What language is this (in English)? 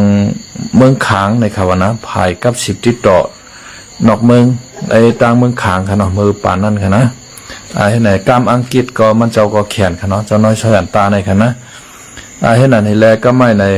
Shan